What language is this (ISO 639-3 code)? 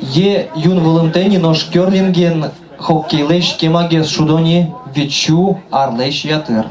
udm